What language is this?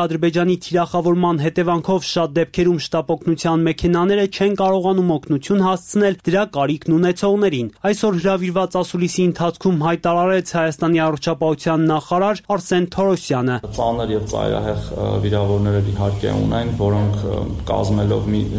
Armenian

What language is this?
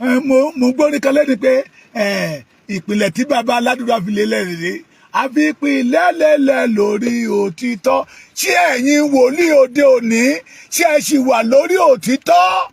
Yoruba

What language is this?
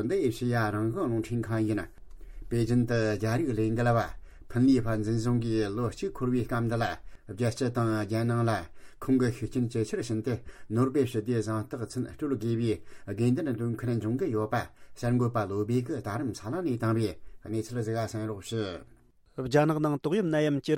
Tibetan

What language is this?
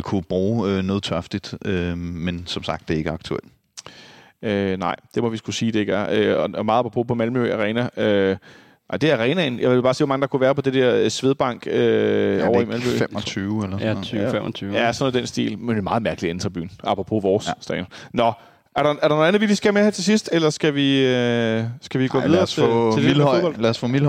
Danish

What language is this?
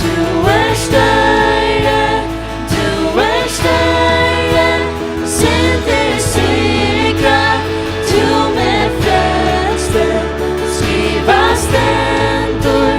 Faroese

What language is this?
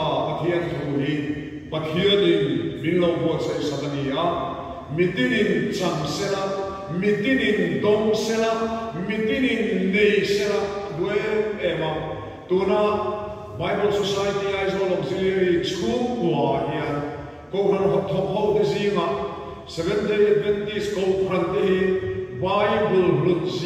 Mizo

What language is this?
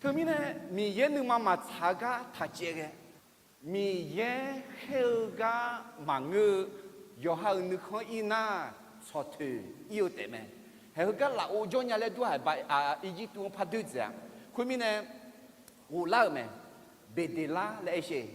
Akha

